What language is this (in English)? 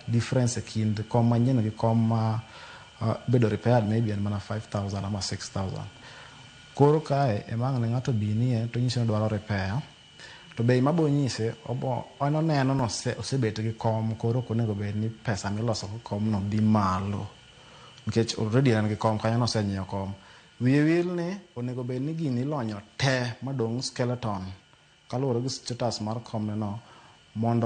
Luo (Kenya and Tanzania)